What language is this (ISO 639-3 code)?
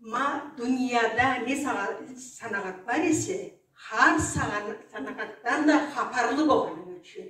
krc